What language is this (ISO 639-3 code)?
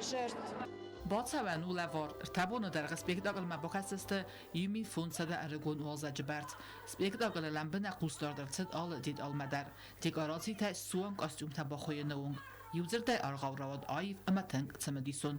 oss